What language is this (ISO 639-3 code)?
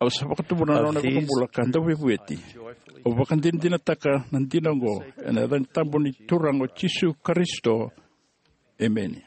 fij